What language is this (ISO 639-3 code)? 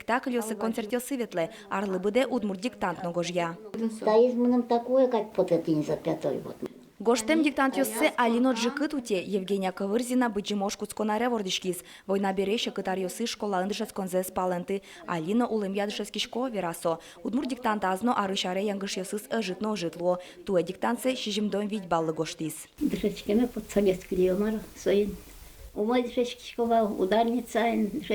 udm